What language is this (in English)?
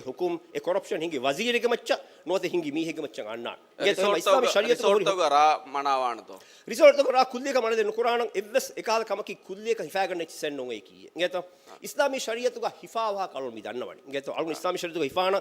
Divehi